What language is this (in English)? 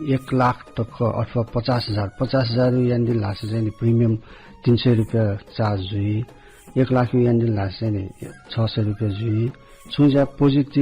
Newari